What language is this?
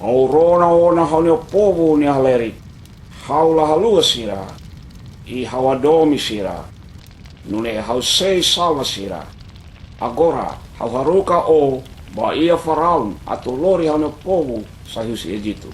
Tetum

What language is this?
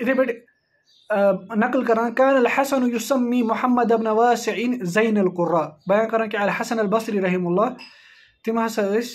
Kashmiri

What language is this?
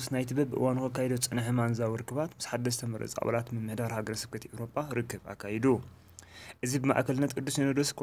Tigrinya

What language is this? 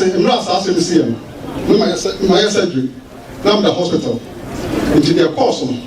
Akan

